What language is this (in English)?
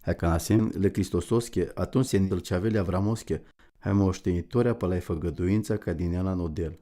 Romany